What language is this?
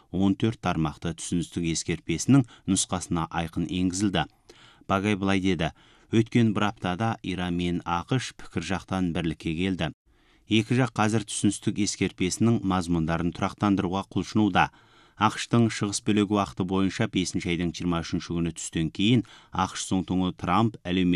Kazakh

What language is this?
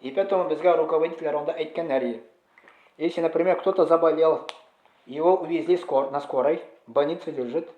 Tatar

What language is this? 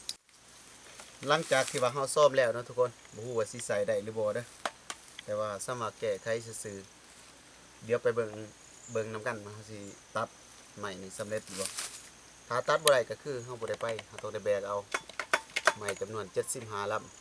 Lao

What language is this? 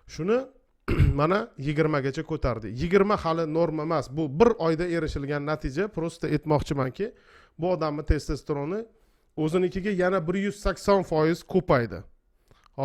Uzbek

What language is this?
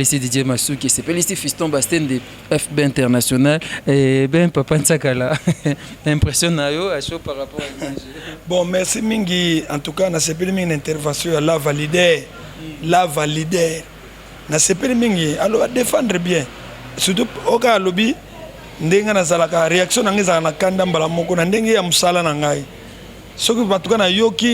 Lingala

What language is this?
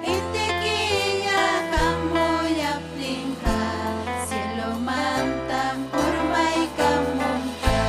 Ayacucho Quechua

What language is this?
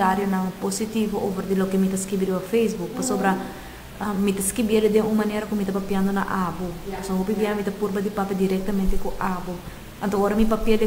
Papiamento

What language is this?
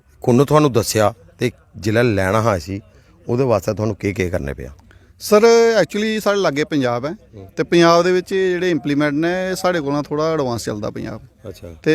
Dogri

